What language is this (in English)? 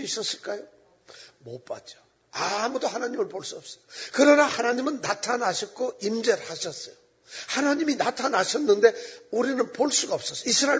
Korean